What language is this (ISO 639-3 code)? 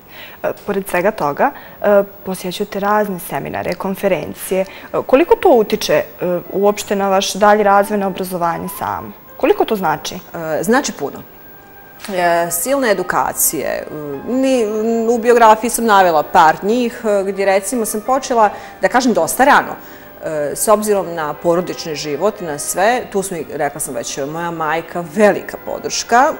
bos